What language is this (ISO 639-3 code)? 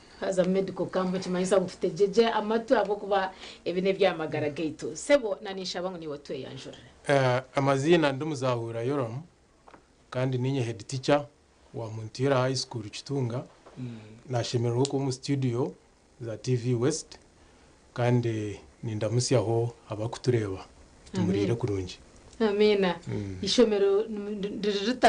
nyn